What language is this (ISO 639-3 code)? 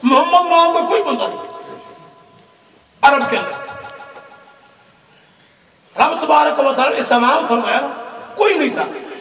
urd